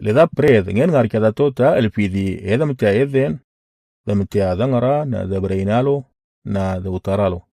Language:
Moro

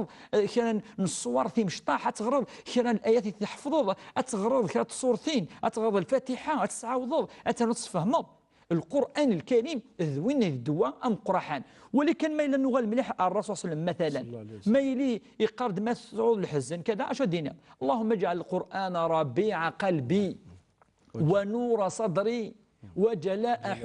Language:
Kabyle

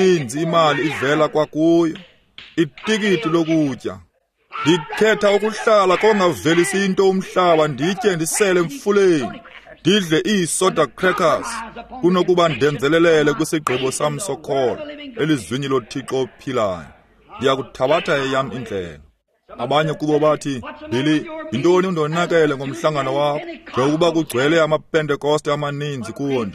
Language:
Xhosa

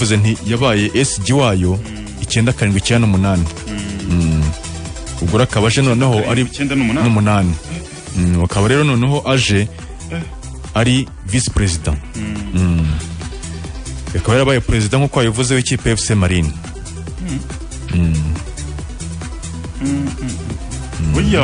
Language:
Kinyarwanda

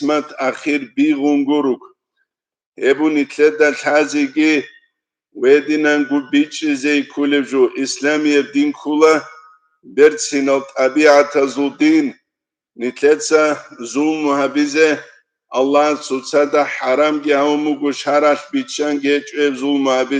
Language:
Avaric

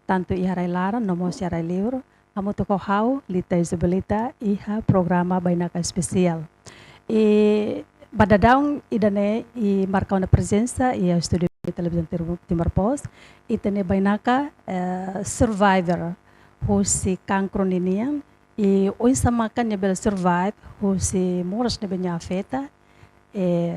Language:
Tetum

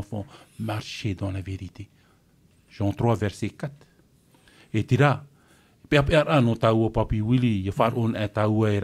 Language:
Tahitian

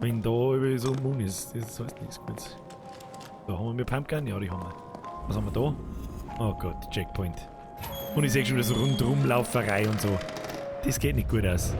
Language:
Bavarian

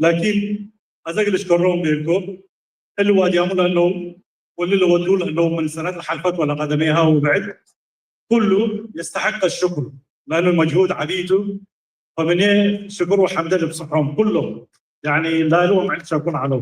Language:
Tigre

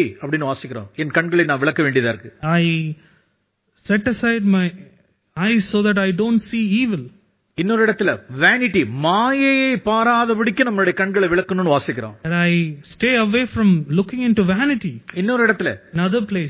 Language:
Tamil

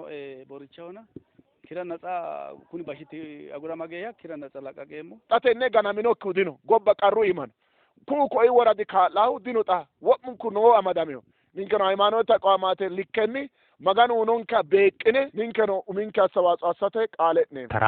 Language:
Sidamo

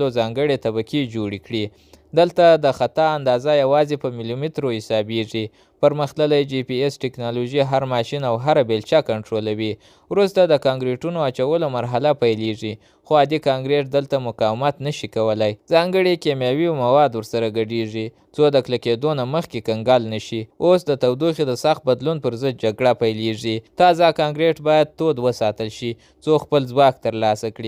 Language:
Pashto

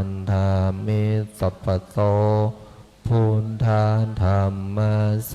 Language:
Pali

